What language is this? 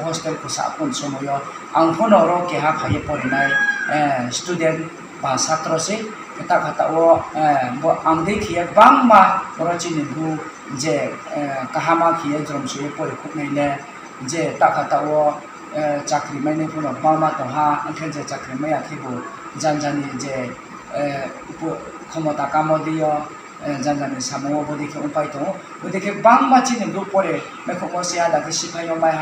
Riang (India)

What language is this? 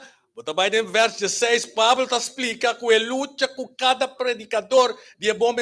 Papiamento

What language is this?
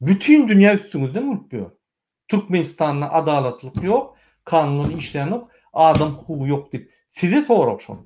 Turkmen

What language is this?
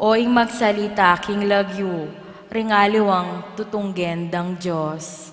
Pampanga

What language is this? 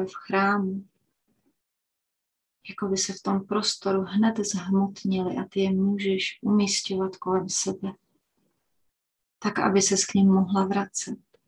Czech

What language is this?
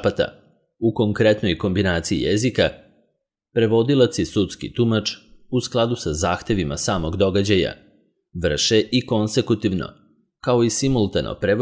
Serbian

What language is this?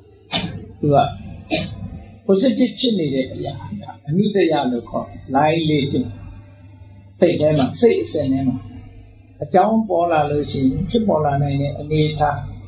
Burmese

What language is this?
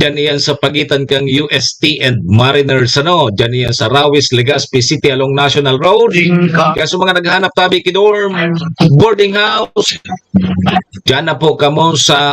Bikol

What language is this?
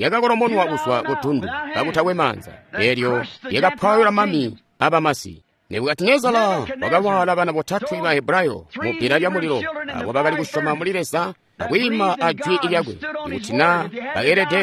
Tonga (Zambia)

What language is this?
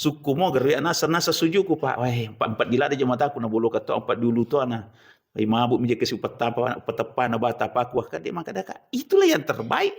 Buginese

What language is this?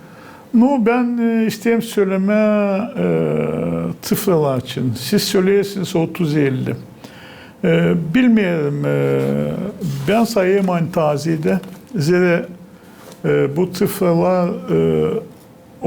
Gagauz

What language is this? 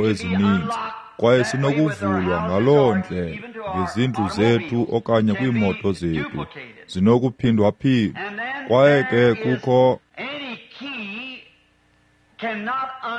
Xhosa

